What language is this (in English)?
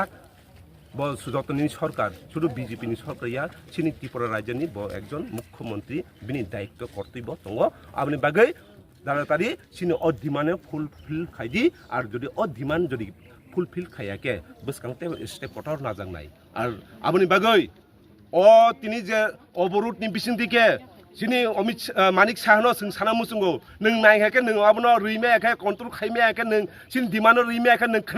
Kok Borok